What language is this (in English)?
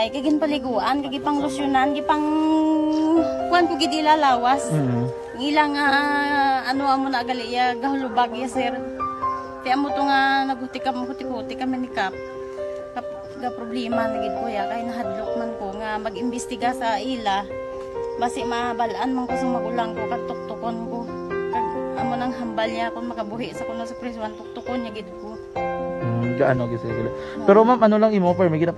Hiligaynon